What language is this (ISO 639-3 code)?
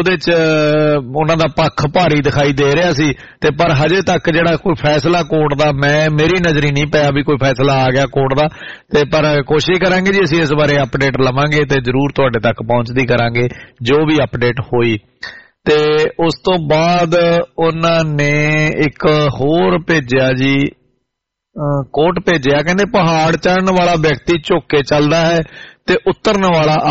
pan